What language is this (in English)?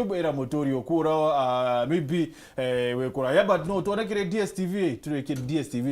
Meru